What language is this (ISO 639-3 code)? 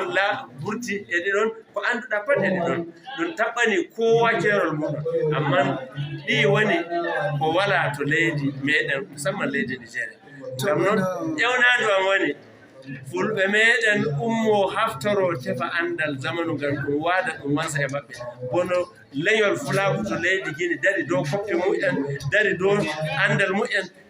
ful